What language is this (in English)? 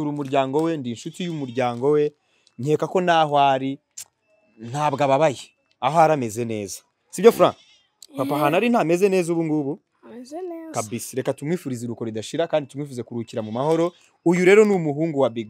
Kinyarwanda